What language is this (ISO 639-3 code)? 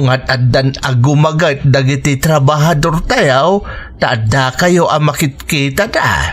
ilo